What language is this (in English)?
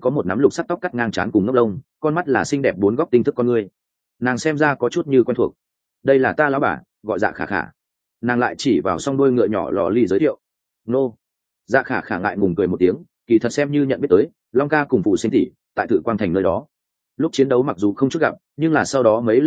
Vietnamese